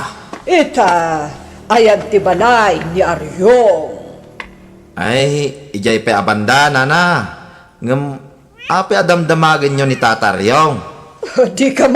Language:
Iloko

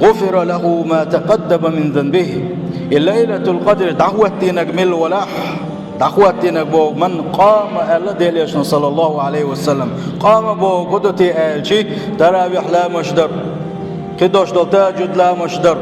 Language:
Chechen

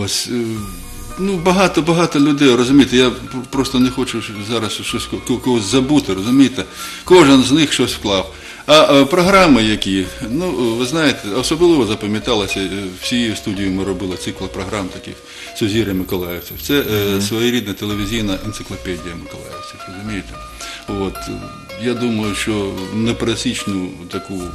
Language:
Ukrainian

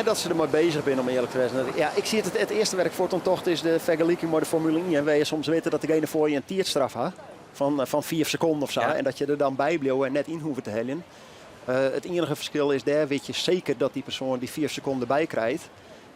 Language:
Western Frisian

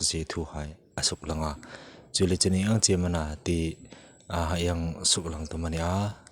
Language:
Hmar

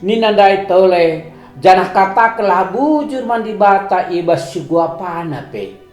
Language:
Batak Karo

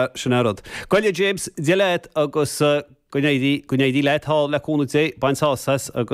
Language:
Irish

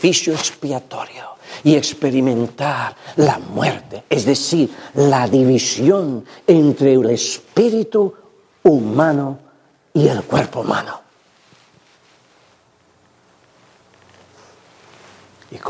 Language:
Spanish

